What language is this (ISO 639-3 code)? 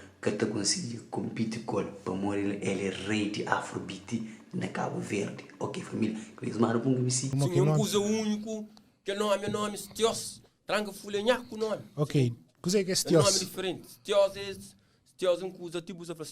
kea